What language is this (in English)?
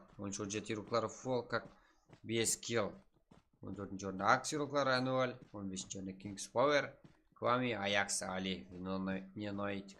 Kara-Kalpak